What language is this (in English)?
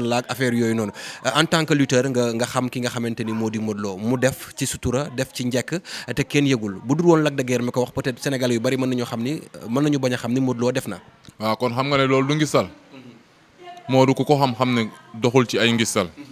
Wolof